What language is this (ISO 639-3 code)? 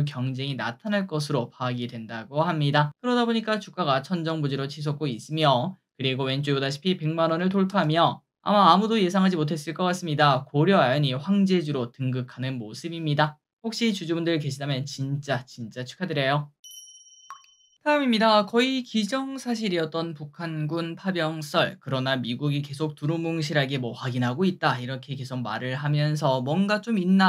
kor